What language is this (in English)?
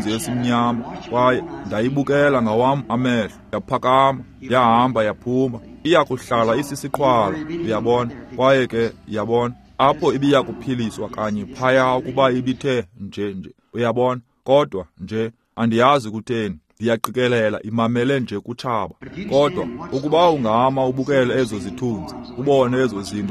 Xhosa